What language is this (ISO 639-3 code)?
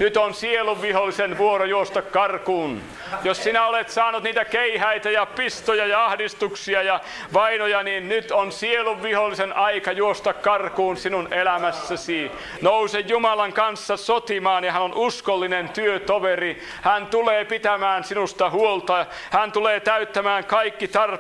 fin